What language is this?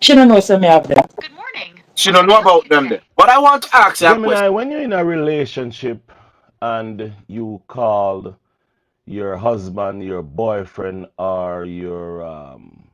Jamaican Creole English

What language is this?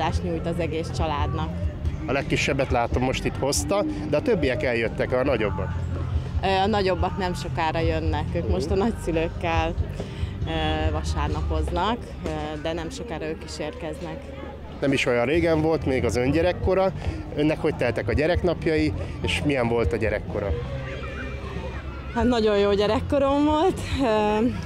Hungarian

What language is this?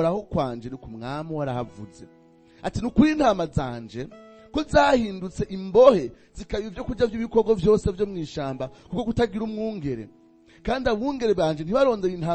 Rundi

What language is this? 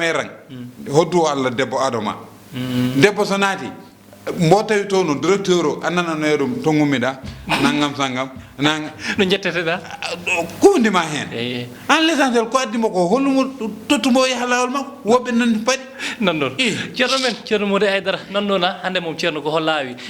Fula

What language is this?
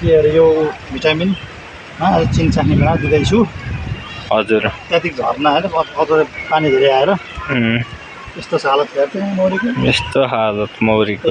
Nepali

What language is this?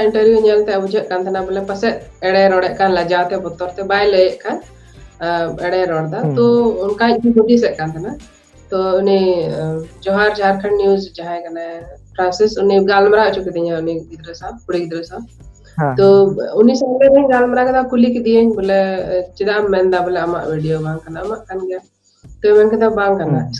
Santali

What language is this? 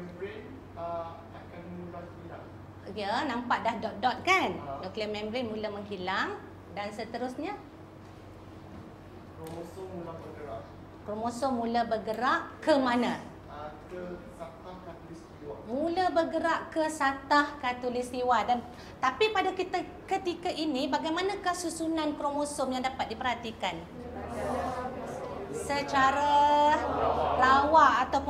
Malay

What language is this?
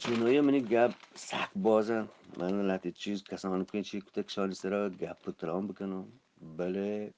Eastern Balochi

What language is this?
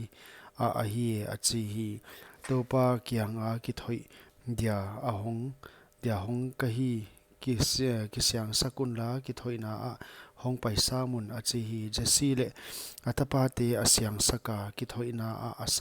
Paite Chin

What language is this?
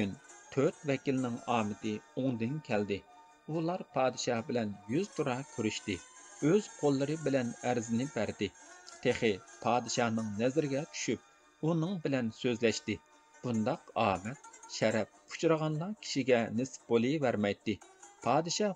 Uyghur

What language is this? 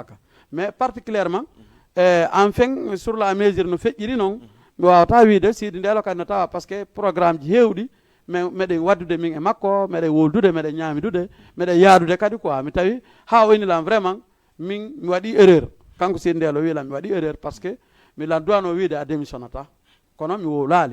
Fula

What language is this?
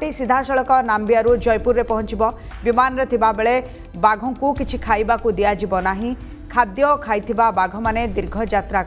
Odia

